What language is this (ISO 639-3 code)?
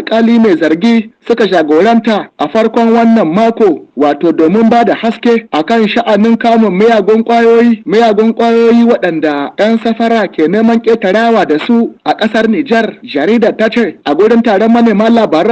hau